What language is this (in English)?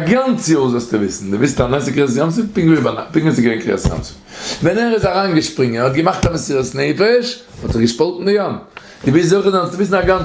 Yiddish